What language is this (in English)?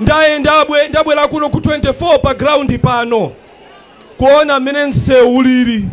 Nyanja